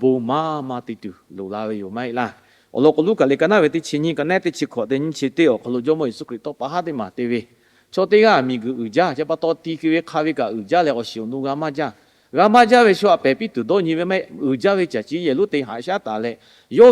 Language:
Lahu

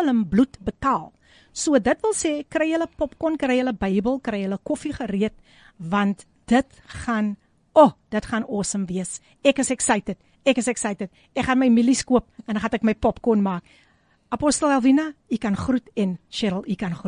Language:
Afrikaans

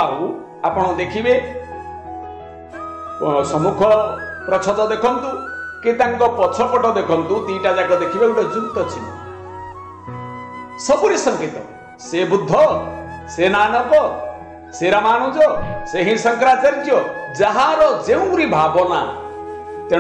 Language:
Odia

